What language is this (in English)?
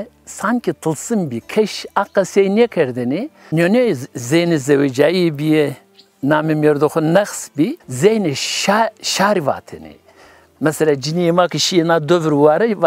Zaza